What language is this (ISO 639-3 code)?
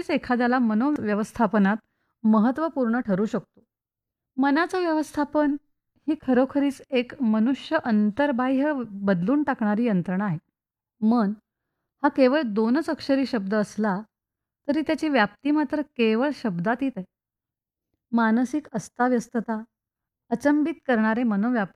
mar